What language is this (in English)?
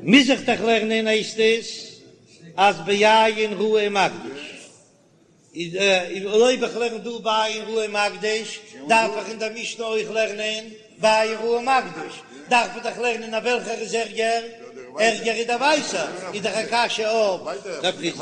Yiddish